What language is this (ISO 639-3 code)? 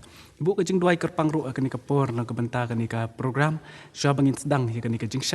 kha